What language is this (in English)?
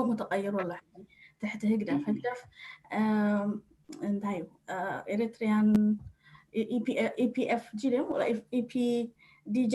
Tigrinya